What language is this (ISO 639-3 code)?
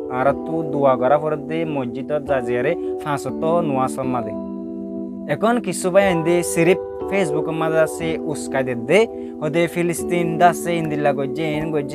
rhg